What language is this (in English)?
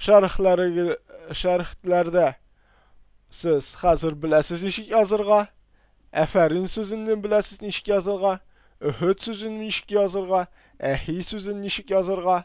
Tatar